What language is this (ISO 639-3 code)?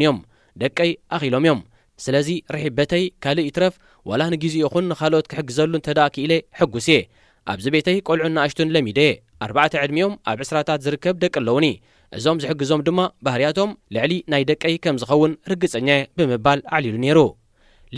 tir